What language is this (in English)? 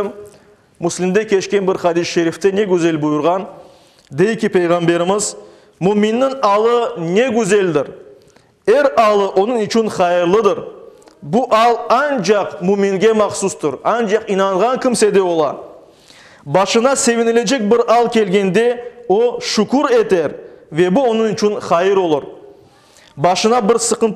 Crimean Tatar